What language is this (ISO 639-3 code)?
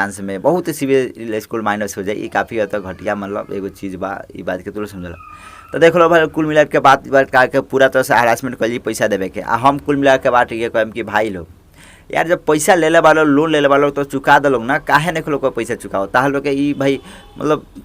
bho